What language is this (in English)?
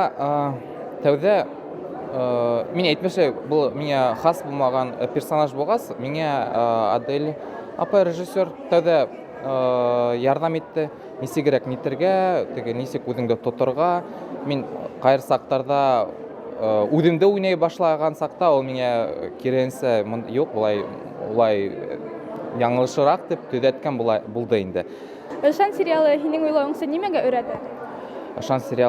Bashkir